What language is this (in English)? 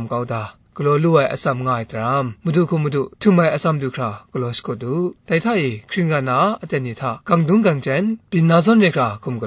Kachin